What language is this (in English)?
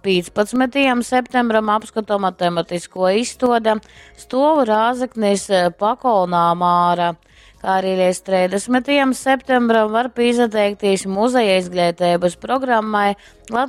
Latgalian